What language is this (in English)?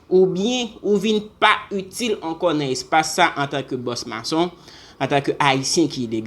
Haitian Creole